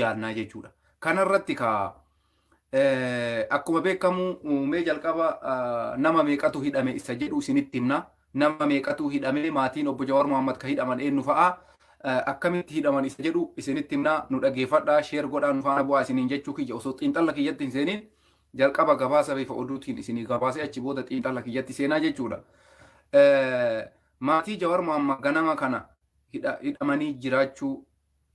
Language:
Oromo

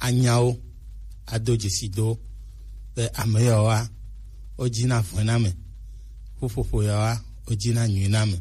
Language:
Gen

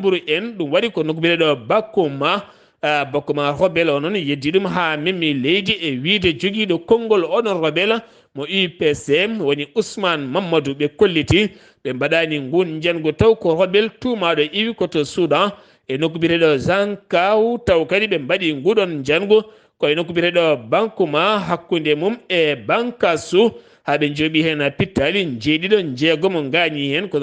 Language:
Fula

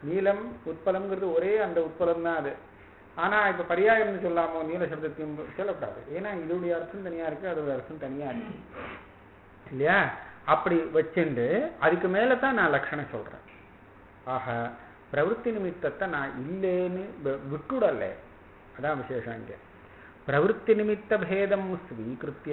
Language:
Tamil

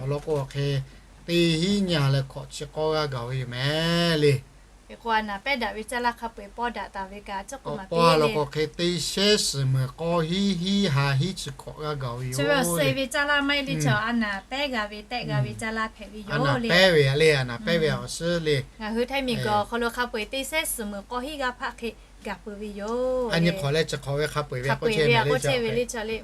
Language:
Lahu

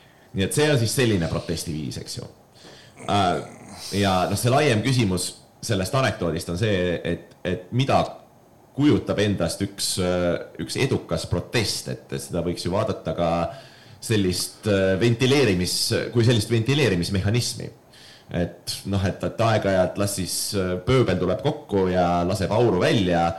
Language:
Estonian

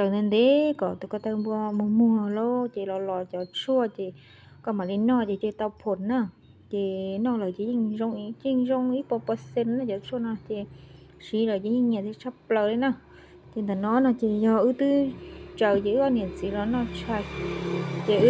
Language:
Hmong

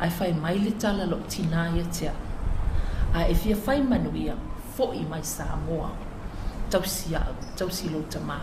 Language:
Samoan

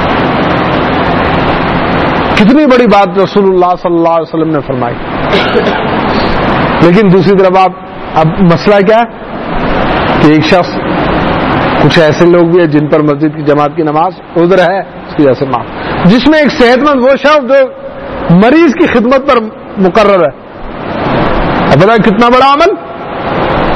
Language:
Urdu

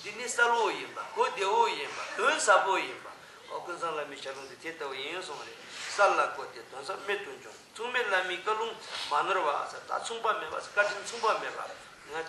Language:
Tibetan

